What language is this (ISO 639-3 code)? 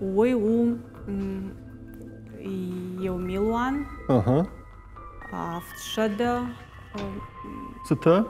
oss